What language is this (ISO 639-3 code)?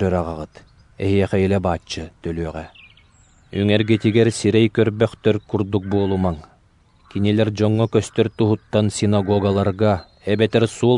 sah